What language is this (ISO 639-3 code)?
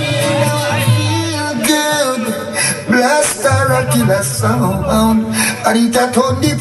jam